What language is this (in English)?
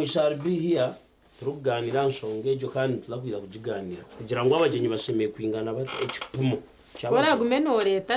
Nyankole